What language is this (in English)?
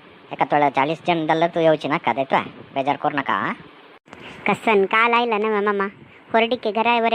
Konkani